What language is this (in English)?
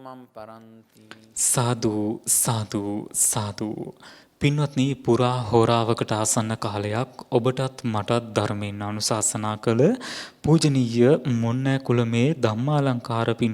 Sinhala